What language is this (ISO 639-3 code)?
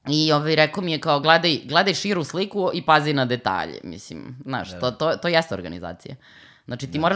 srp